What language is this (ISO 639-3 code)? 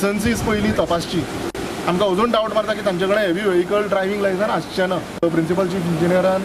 kok